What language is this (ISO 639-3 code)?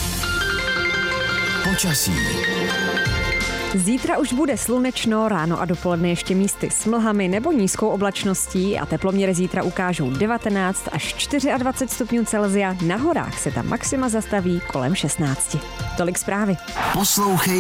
ces